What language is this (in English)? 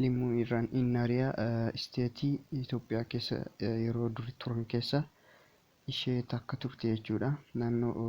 Oromo